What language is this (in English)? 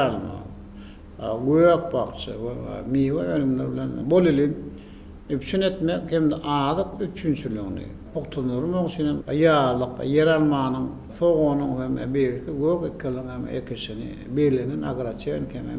Turkmen